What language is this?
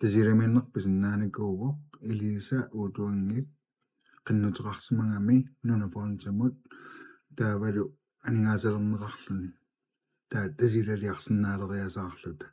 Kalaallisut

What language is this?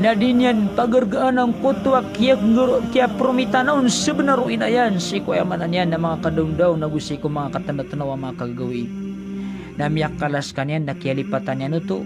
Maranao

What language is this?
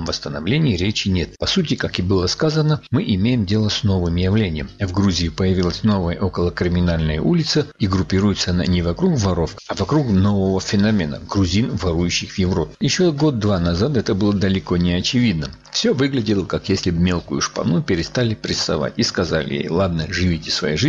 Russian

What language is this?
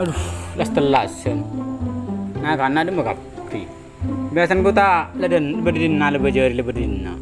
Madurese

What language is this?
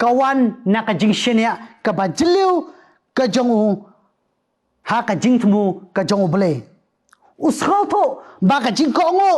Khasi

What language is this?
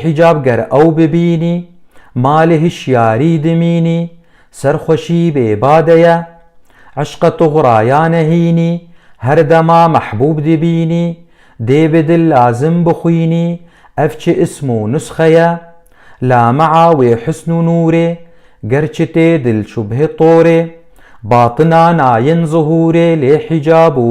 Kurdish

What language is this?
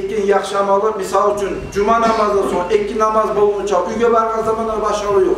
Kumyk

